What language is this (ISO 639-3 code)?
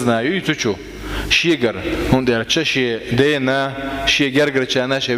che